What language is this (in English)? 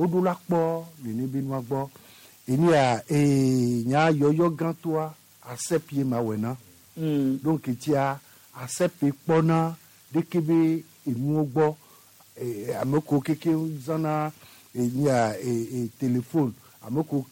Gen